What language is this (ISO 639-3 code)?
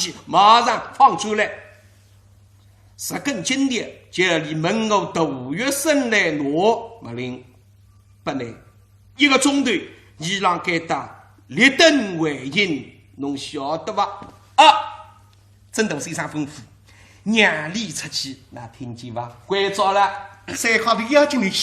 wuu